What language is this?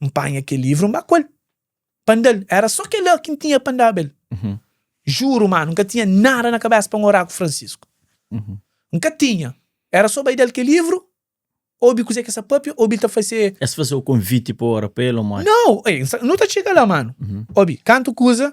Kabuverdianu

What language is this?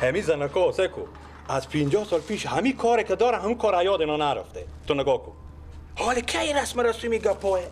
Persian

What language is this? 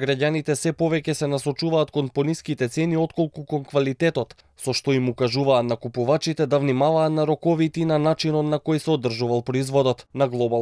Macedonian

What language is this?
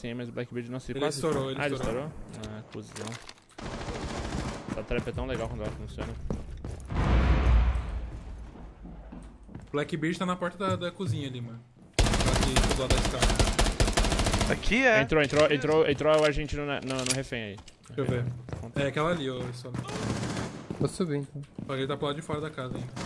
Portuguese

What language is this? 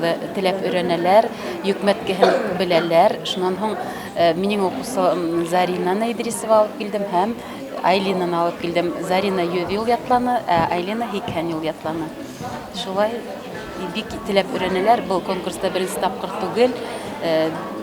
Bashkir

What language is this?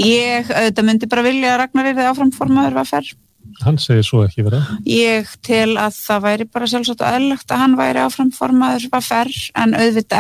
Icelandic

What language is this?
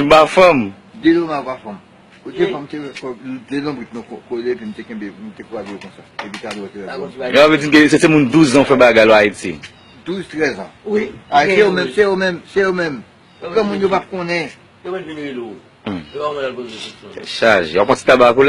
Haitian Creole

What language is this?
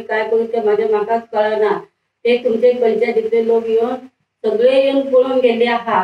Konkani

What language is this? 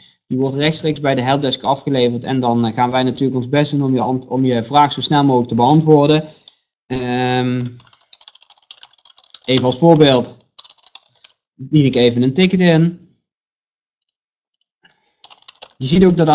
Dutch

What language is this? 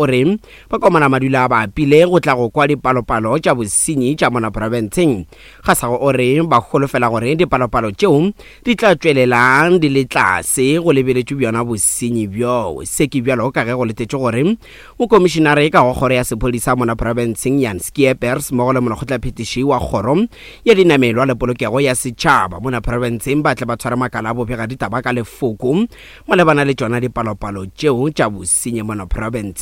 Northern Sotho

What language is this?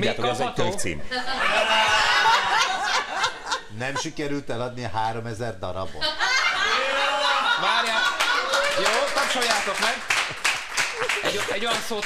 Hungarian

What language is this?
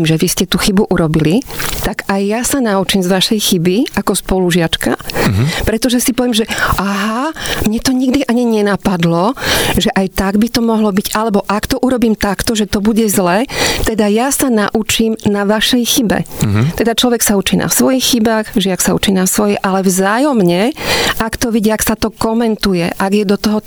Slovak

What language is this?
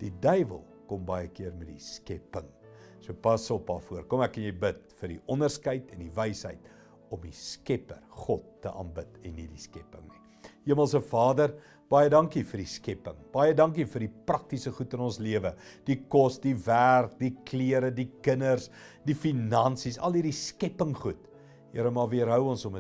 Afrikaans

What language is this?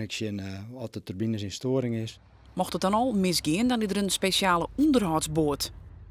Western Frisian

